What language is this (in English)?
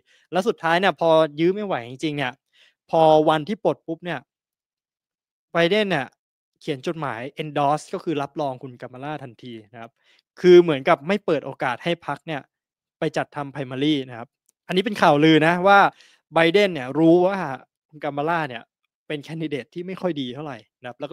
Thai